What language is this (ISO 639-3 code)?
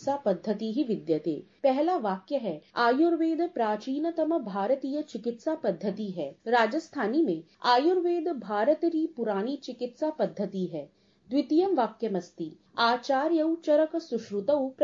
san